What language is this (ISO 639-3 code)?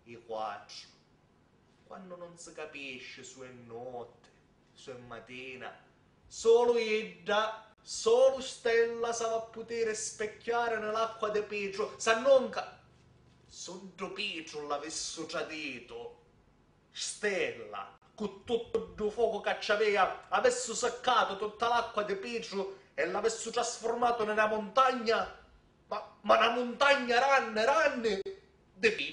scn